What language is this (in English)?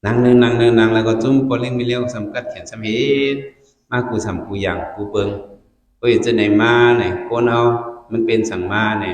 Shan